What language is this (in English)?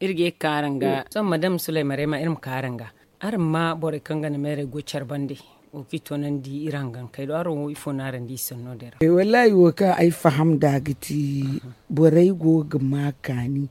Zarma